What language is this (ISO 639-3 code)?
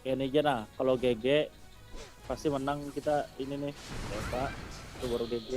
bjn